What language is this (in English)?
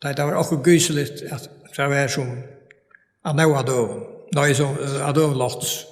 Faroese